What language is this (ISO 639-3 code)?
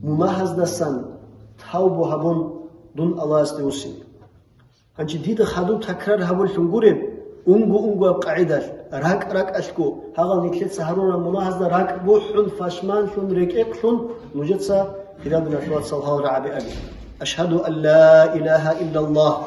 ava